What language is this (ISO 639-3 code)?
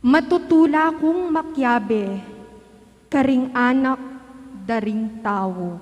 pam